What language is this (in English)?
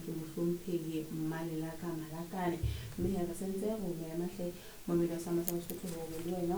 Southern Sotho